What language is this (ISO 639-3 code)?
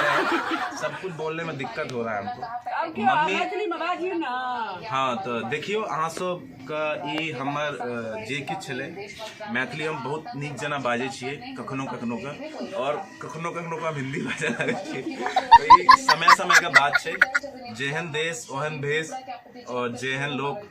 mai